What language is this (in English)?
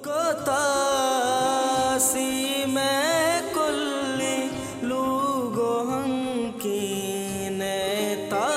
Baluchi